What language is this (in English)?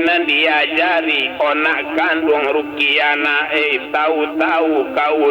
Minangkabau